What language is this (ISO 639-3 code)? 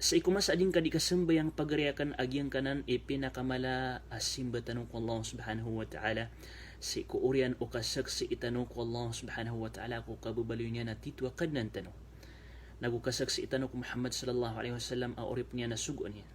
mrw